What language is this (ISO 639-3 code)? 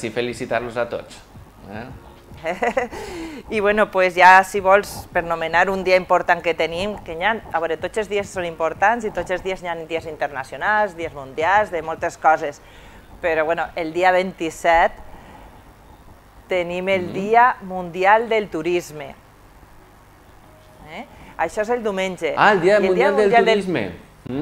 cat